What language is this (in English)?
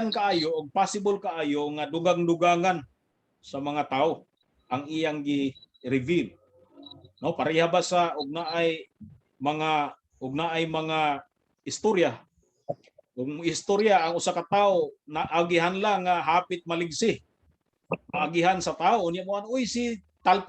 Cebuano